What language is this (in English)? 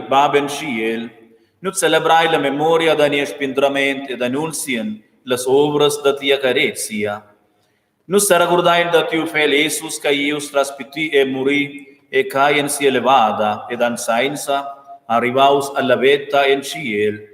Romansh